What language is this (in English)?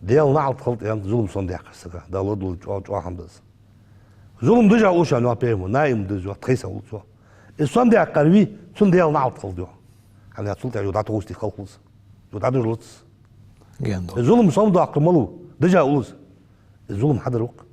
Ingush